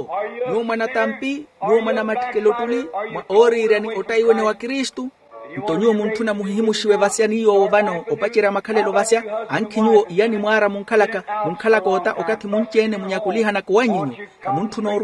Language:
Makhuwa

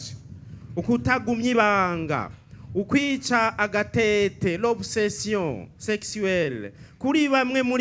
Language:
Rundi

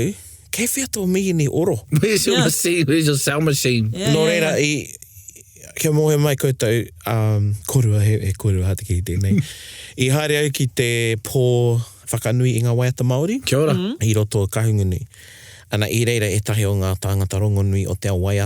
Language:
Māori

